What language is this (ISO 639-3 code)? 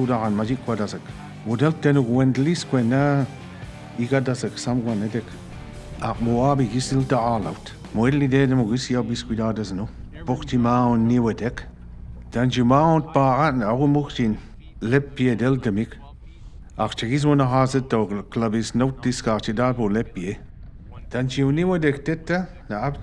mic